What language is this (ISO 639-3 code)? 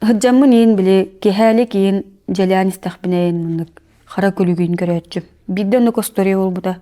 sah